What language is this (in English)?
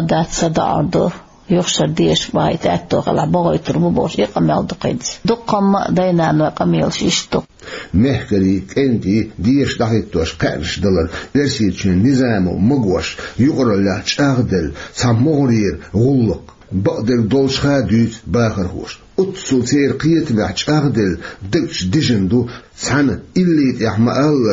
Chechen